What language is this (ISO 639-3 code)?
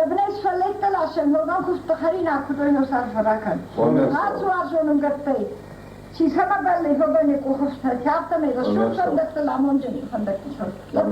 oss